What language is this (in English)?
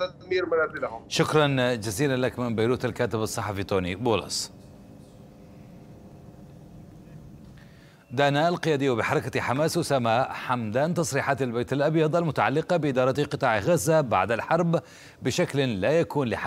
Arabic